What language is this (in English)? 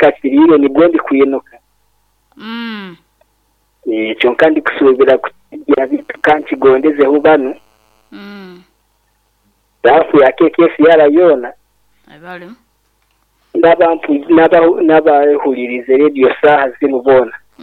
Kinyarwanda